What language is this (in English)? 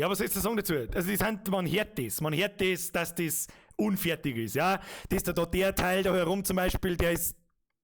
Bavarian